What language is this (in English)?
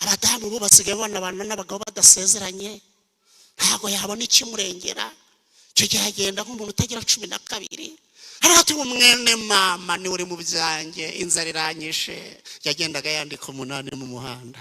Kinyarwanda